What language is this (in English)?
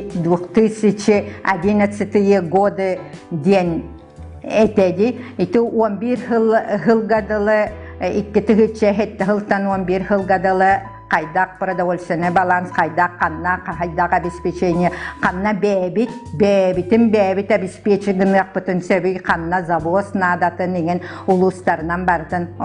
Yakut